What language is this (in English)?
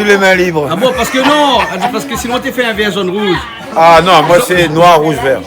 Réunion Creole French